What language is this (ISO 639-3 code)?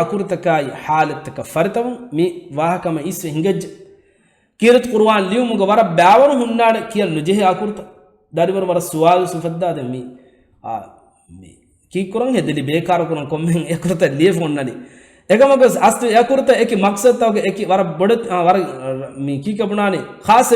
div